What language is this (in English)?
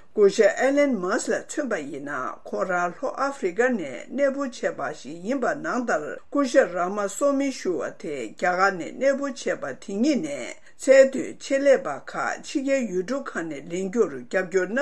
Tibetan